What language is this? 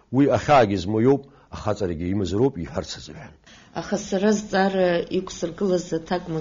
Abkhazian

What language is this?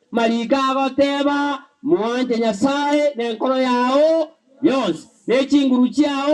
Gusii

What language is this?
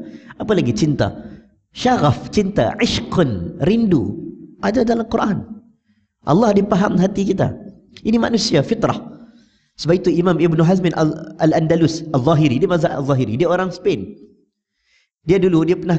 Malay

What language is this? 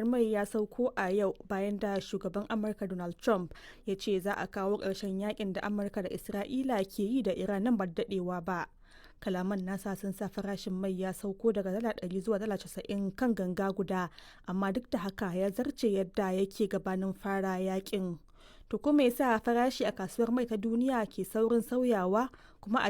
Hausa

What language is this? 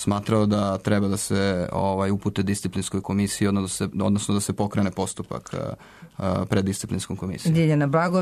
Serbian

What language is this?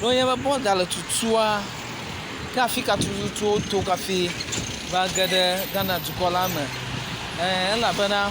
Ewe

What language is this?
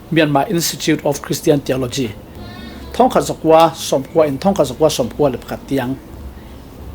Falam Chin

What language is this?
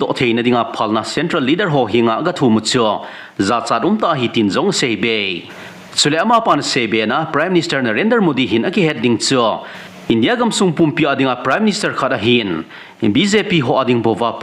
Thado Chin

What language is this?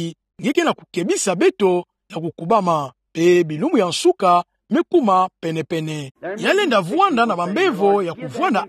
Kituba (Democratic Republic of Congo)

